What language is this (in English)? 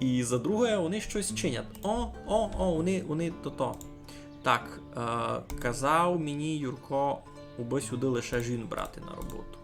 Rusyn